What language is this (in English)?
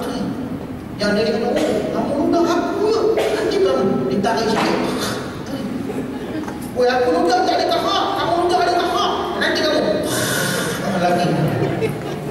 Malay